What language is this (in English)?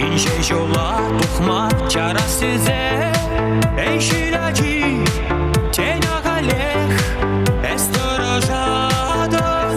Chuvash